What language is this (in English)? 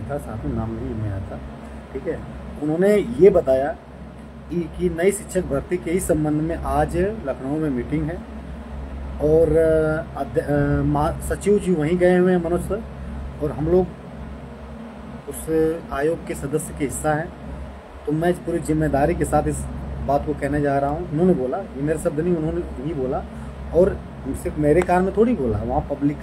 Hindi